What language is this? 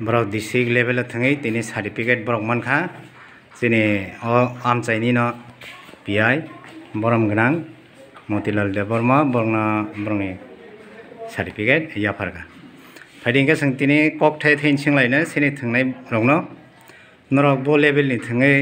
Kok Borok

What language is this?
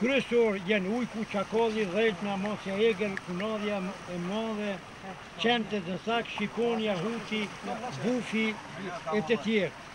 Albanian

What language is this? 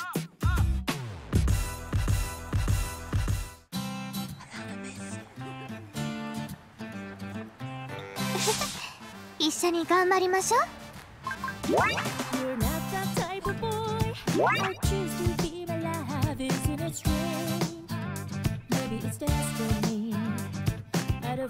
Japanese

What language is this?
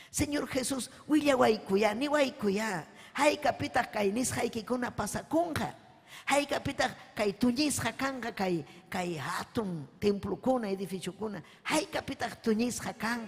Ayacucho Quechua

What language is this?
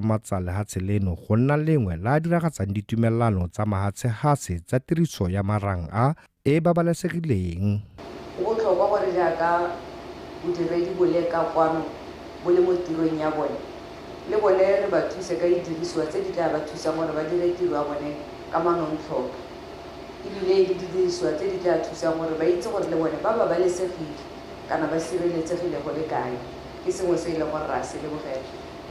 Tswana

